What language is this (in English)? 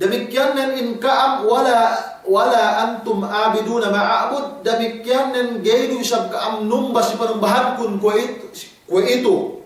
Yakan